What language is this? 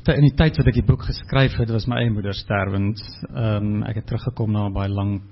Afrikaans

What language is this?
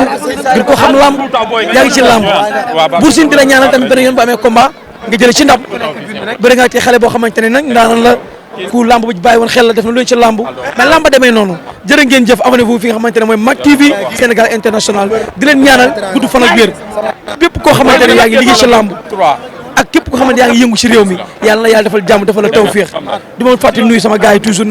Wolof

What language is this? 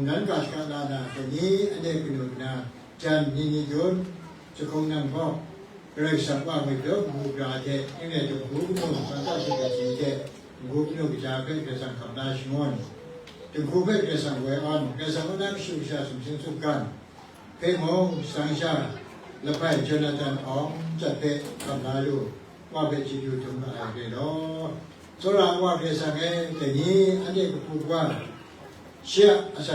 Kachin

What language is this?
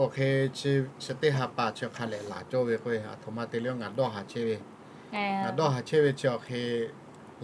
Lahu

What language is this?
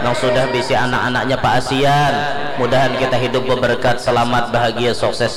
Banjar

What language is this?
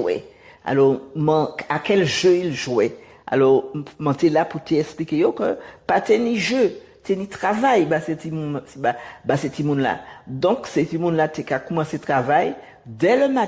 Guadeloupean Creole French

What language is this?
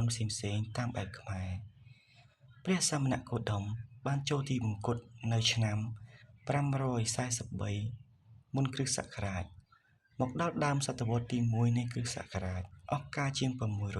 Khmer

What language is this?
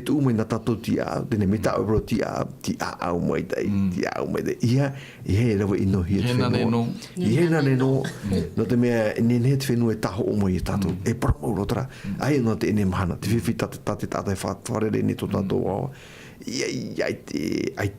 Tahitian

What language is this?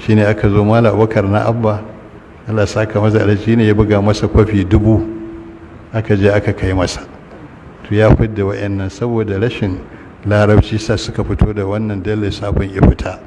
Hausa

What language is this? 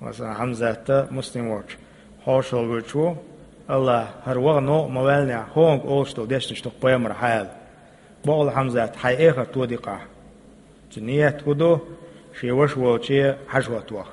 Chechen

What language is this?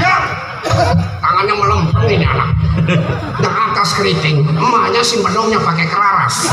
Betawi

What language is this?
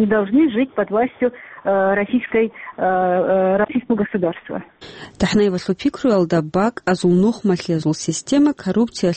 Avaric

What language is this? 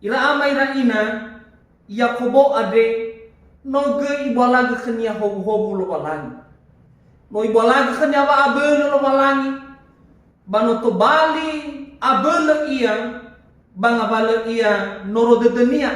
Nias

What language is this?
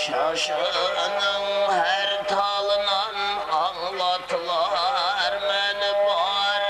Kara-Kalpak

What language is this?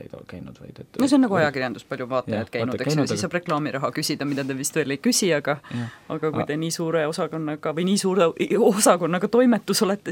Estonian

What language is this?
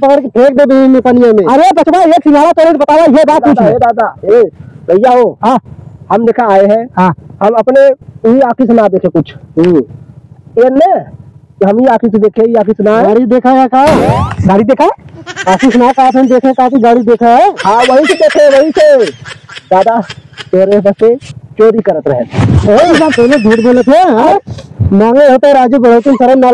Awadhi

